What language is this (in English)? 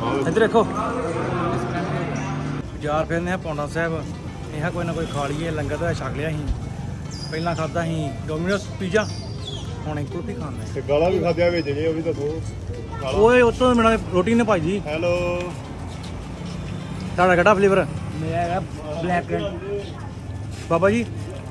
Punjabi